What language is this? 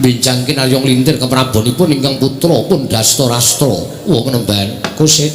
Javanese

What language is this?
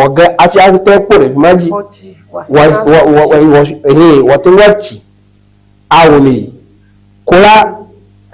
Ewe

